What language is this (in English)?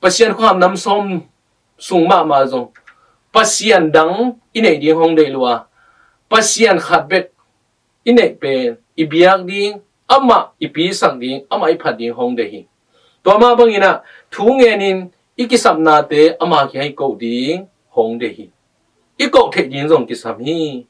Tedim Chin